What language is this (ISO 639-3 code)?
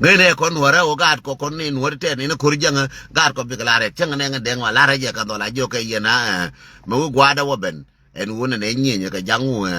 nus